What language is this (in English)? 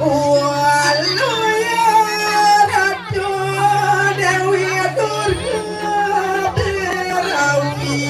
Balinese